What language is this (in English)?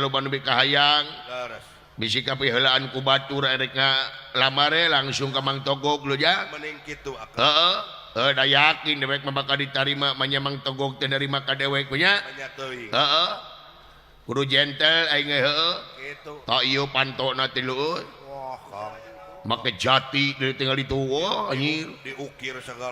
Sundanese